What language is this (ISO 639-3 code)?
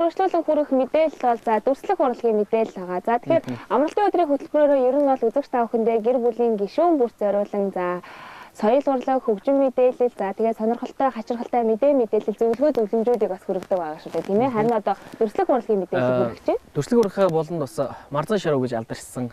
mon